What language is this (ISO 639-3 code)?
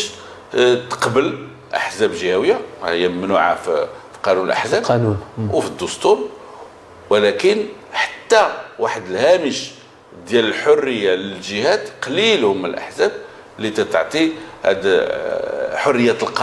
ary